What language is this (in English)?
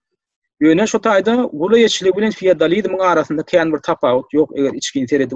Turkmen